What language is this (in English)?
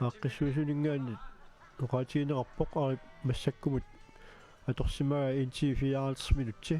Kalaallisut